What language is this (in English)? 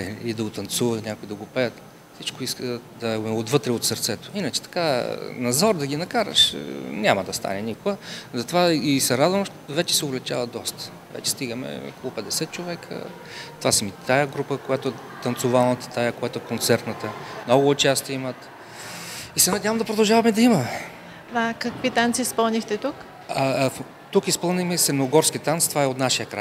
Bulgarian